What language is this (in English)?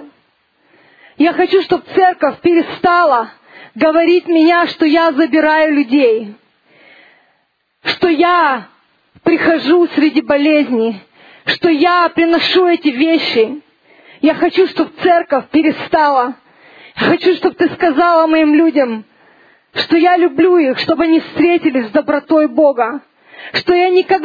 Russian